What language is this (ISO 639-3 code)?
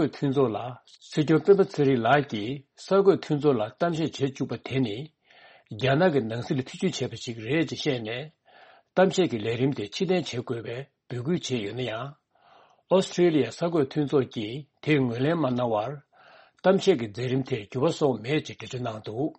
bod